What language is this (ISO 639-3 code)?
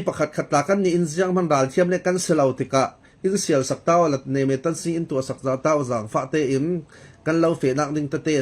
cfm